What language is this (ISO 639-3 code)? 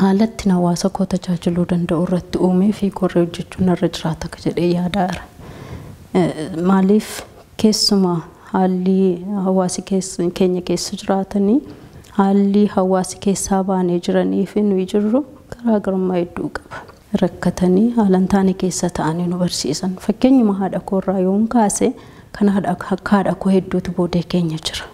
orm